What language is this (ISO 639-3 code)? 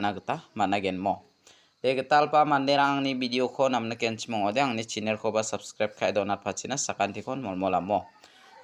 grt